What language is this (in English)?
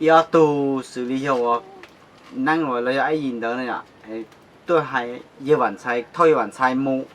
Hmong